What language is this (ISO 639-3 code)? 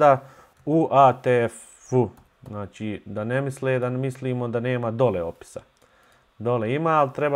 bos